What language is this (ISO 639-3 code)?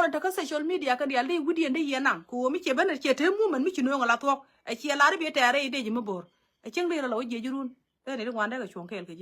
nus